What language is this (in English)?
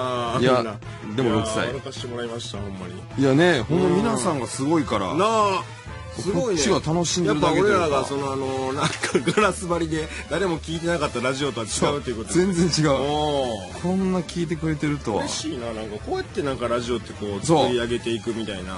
Japanese